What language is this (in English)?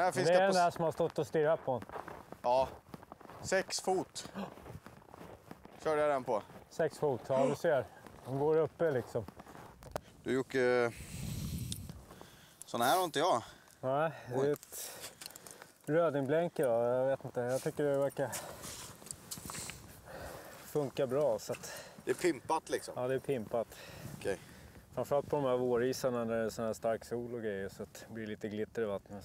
Swedish